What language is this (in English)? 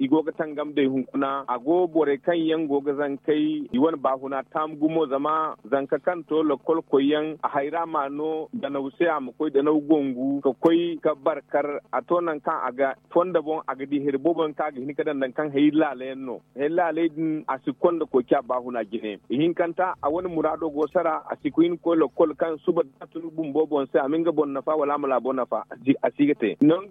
Zarma